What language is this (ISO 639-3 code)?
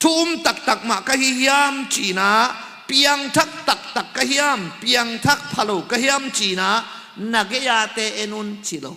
ctd